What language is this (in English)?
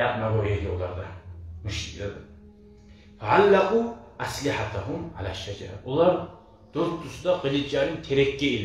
Kumyk